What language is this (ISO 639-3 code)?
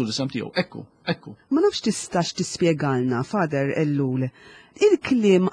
mlt